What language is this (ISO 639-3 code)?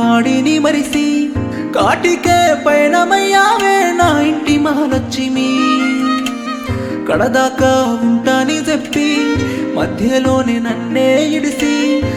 tel